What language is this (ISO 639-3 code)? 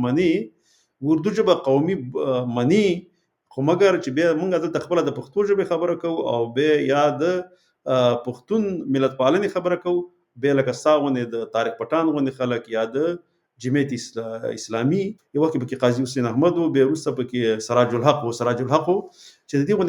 pus